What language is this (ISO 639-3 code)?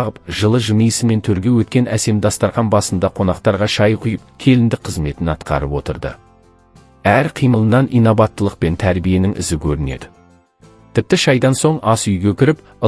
kaz